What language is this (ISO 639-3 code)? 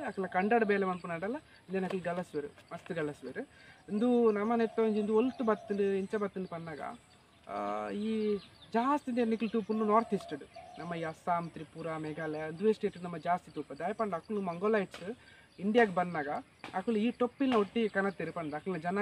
tcy